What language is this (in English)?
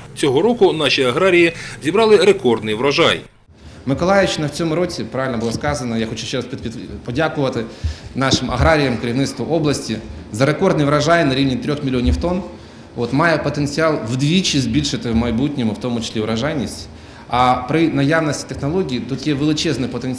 Ukrainian